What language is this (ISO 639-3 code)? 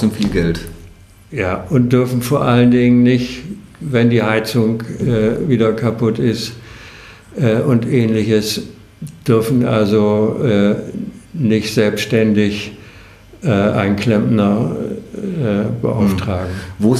deu